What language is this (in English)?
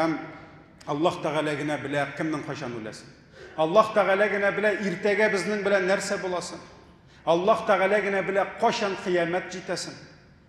Tatar